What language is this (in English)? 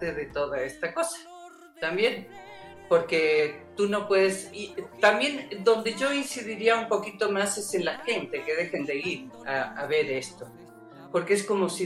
Spanish